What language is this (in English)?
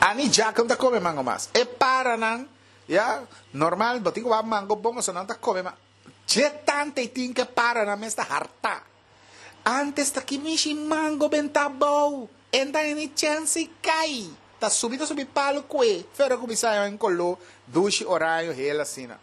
Papiamento